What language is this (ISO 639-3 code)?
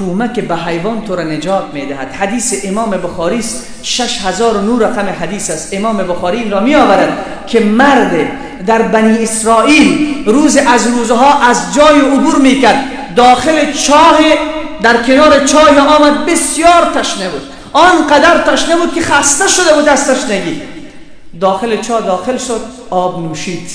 fas